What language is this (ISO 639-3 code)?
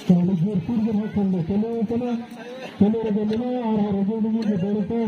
sat